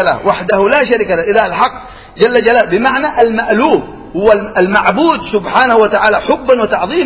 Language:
Arabic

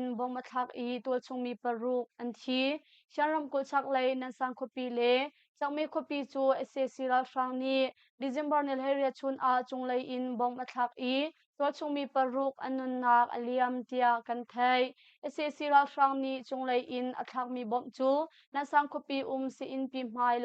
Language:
Hakha Chin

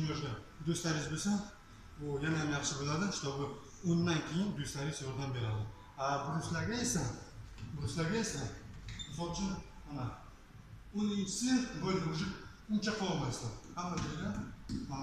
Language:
Uzbek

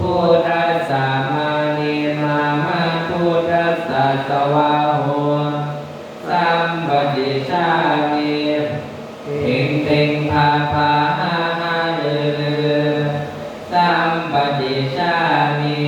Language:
Pali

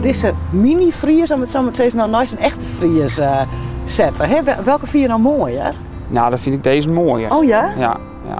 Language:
Western Frisian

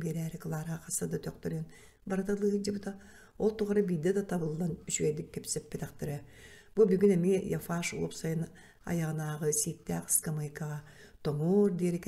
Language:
Yakut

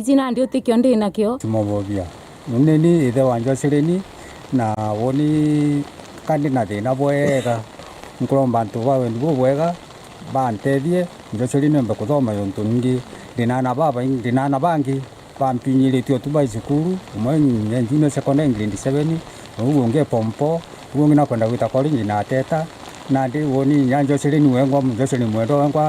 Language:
Meru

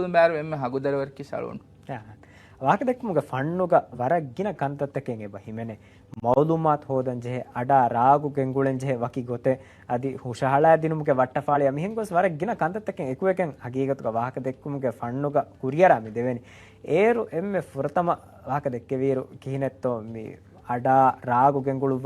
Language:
Divehi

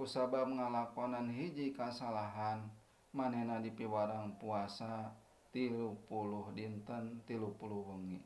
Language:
Sundanese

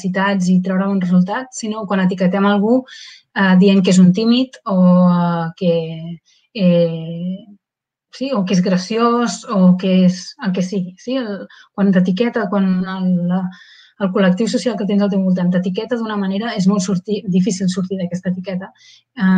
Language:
Catalan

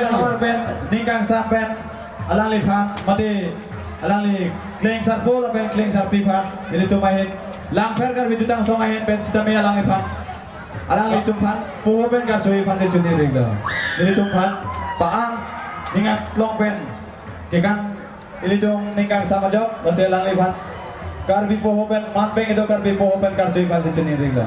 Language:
Karbi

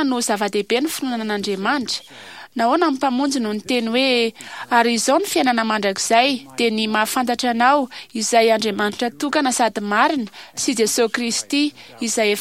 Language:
Malagasy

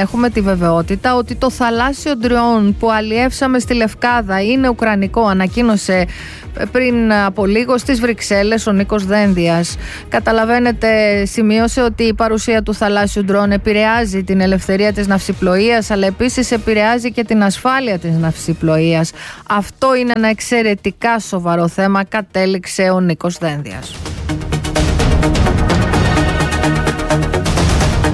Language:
Greek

